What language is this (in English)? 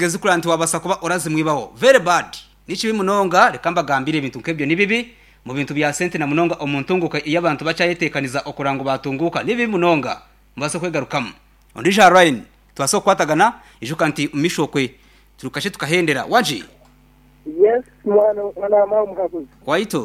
Nyankole